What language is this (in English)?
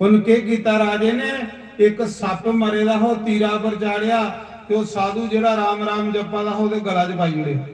Dogri